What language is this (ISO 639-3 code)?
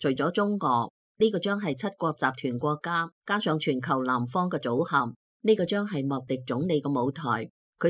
yue